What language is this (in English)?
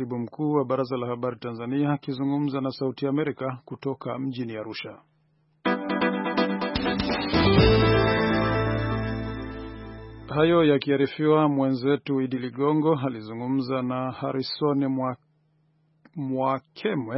Swahili